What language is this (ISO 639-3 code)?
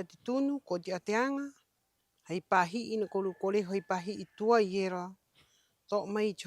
rap